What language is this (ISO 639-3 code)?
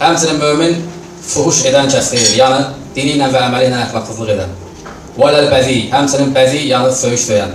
aze